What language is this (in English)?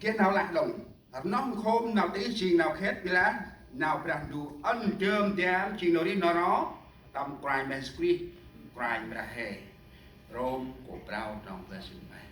Central Mnong